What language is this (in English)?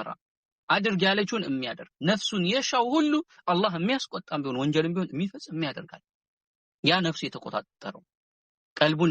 Amharic